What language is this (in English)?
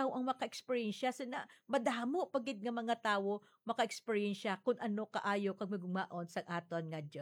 Hiligaynon